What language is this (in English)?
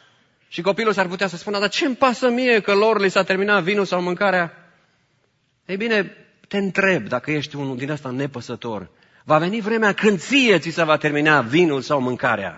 Romanian